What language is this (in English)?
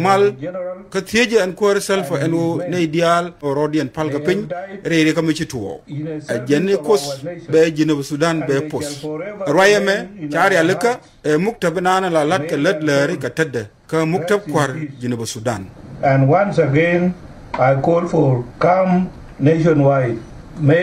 Nuer